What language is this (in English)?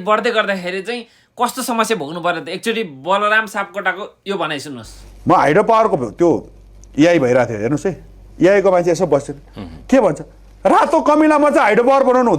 Nepali